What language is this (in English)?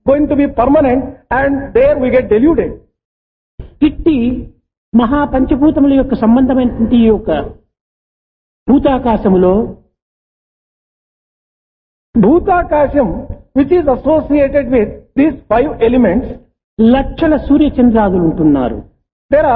Telugu